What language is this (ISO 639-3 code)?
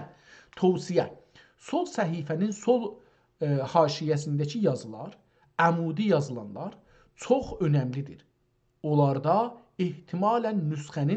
azb